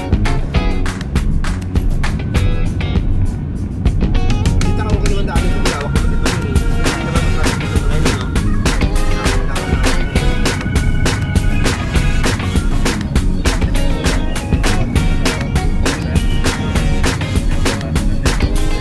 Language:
Filipino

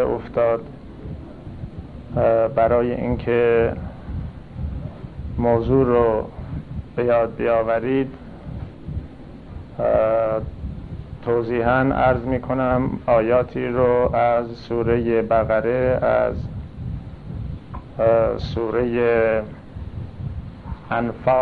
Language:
Persian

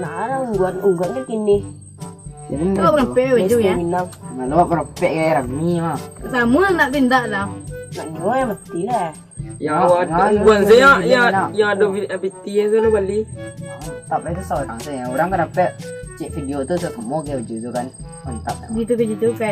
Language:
Minangkabau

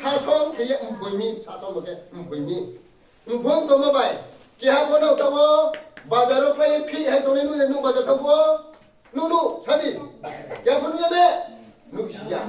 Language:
Riang (India)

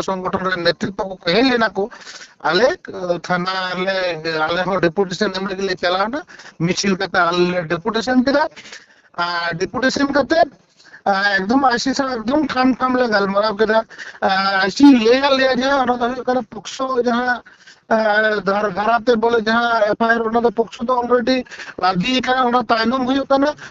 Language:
Santali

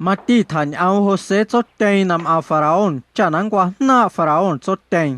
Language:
Guerrero Amuzgo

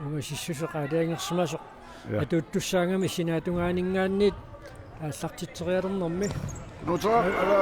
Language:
Kalaallisut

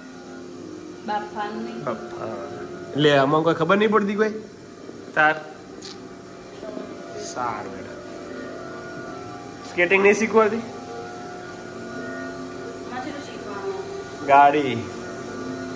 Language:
Gujarati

